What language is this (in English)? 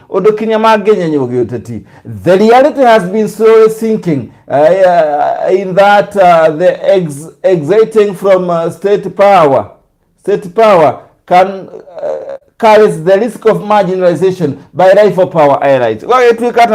Kikuyu